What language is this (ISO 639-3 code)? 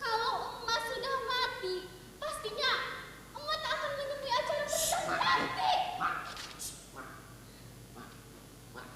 bjn